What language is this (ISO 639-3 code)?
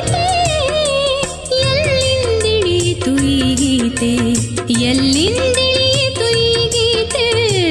kan